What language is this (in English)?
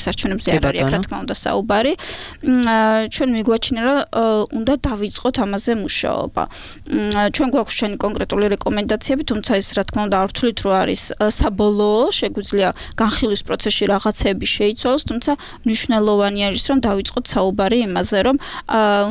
Georgian